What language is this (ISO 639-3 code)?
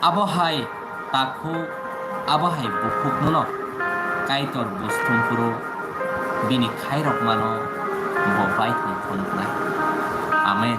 trp